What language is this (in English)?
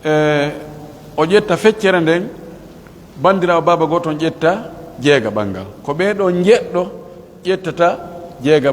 Pular